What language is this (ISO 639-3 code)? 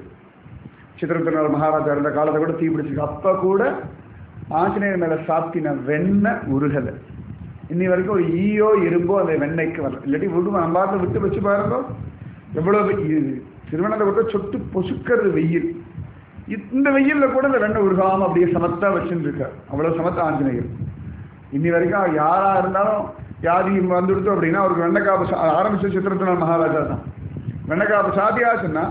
tam